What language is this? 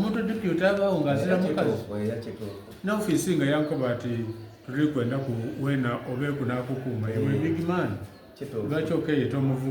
Soga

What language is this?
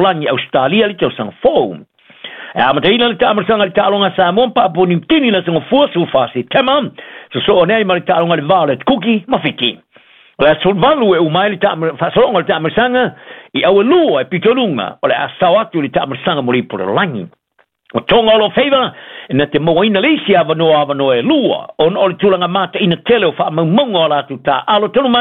Samoan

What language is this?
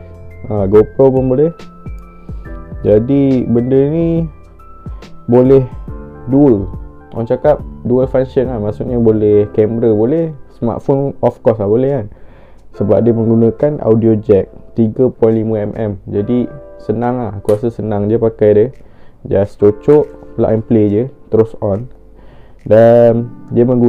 Malay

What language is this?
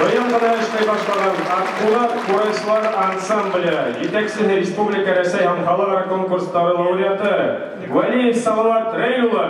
Bashkir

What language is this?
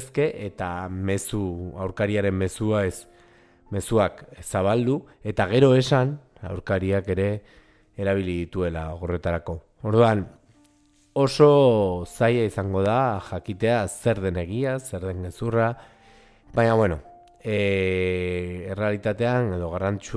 Basque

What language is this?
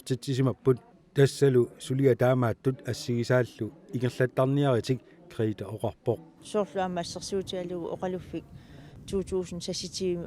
Kalaallisut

